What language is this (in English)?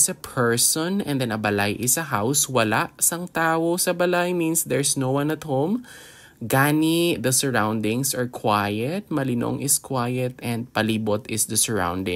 Hiligaynon